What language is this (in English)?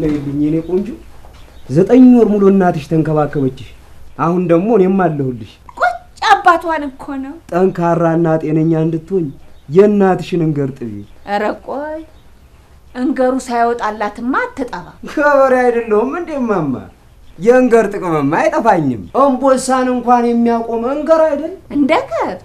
Amharic